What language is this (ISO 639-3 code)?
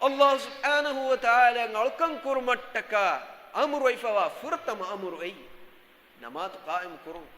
div